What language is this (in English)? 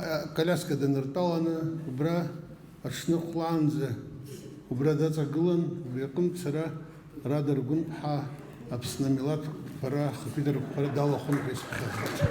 Abkhazian